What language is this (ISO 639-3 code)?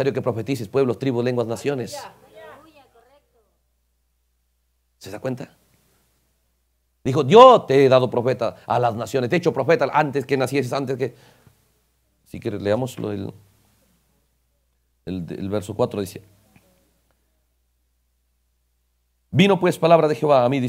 spa